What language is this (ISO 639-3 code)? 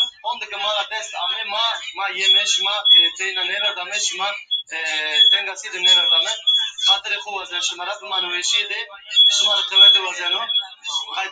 zza